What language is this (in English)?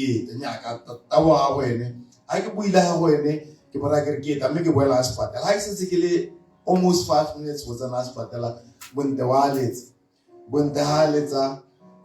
Tswana